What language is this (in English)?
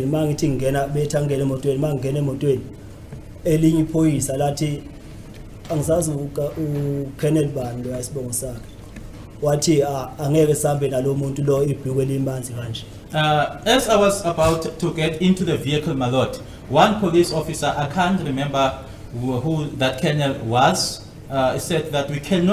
Zulu